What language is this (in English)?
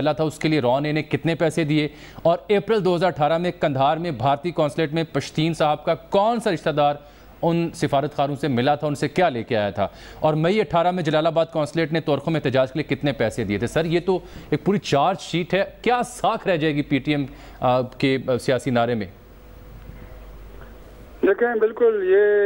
Urdu